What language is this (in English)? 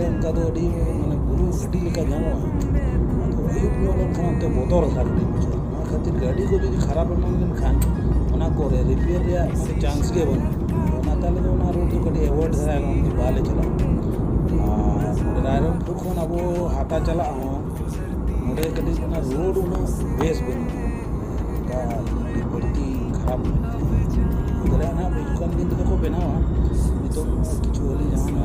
Santali